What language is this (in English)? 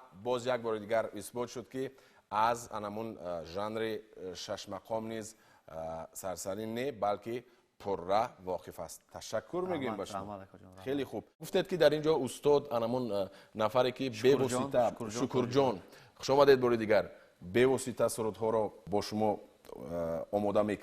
Tajik